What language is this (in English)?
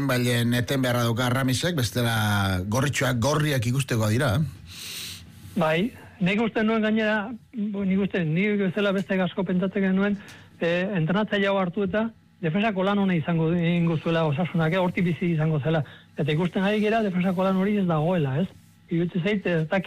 Basque